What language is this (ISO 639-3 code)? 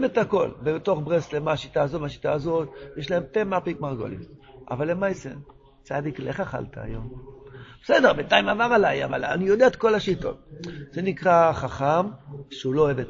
heb